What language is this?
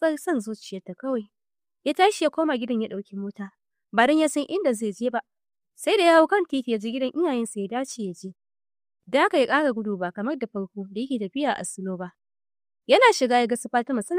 Hausa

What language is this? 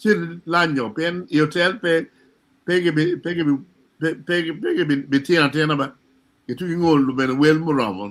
Acoli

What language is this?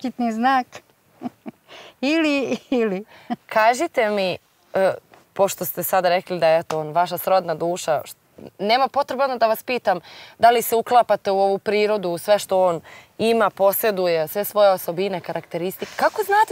Serbian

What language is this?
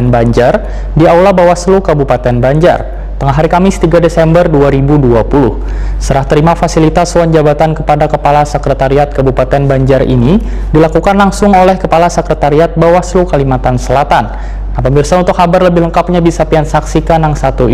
Banjar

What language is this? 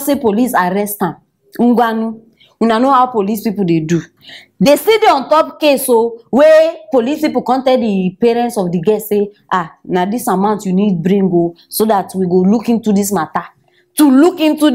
Nigerian Pidgin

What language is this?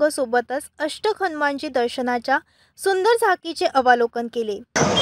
Marathi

